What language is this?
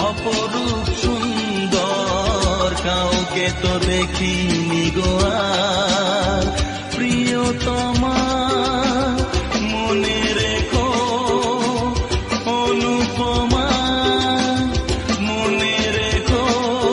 Bangla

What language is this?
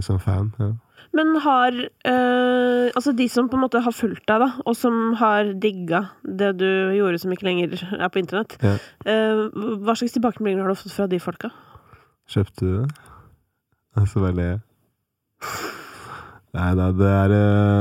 Norwegian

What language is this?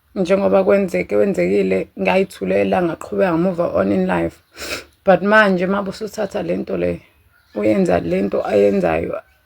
Zulu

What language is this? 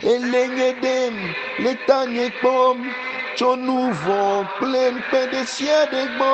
Ewe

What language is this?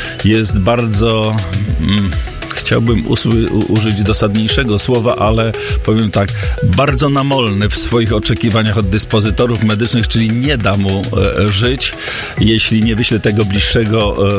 Polish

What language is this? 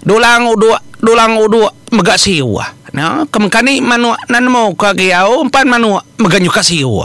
Iban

